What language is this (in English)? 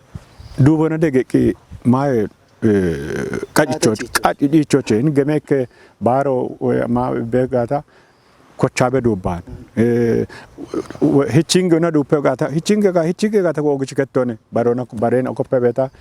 Kafa